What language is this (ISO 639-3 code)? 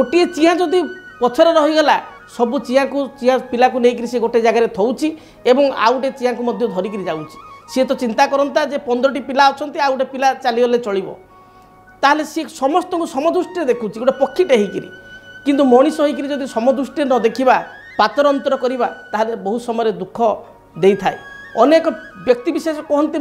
ori